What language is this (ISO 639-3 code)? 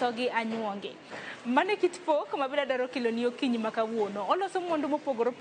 luo